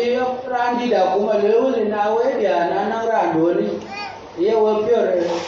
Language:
Dinka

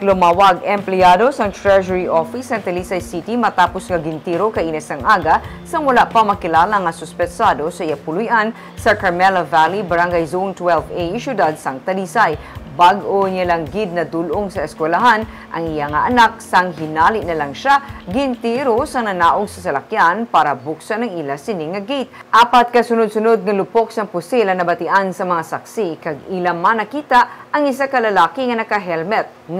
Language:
Hiligaynon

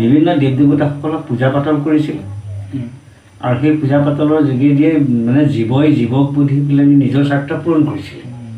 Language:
Assamese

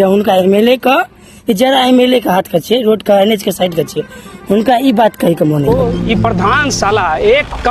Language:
Maithili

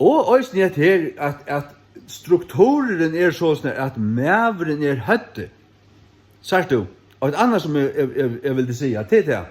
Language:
Faroese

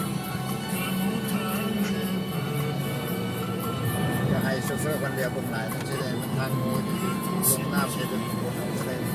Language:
Lao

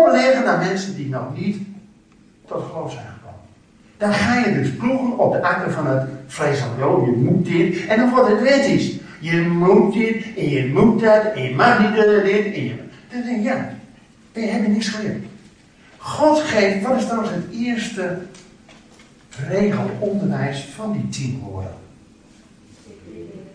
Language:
Dutch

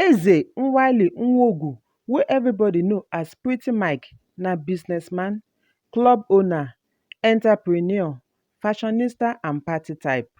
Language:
Nigerian Pidgin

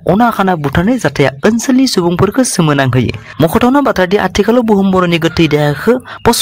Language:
Bodo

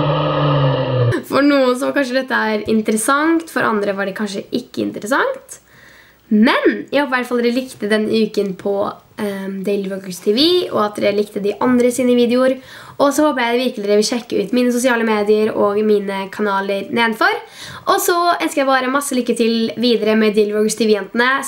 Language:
Norwegian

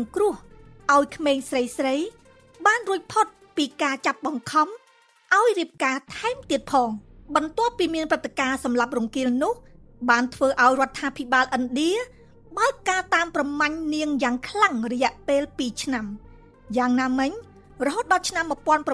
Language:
Khmer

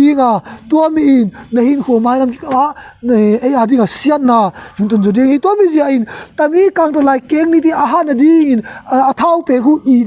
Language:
Tedim Chin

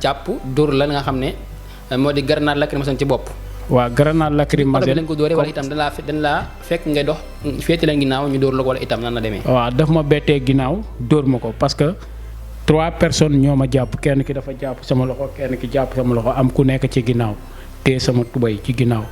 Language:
Wolof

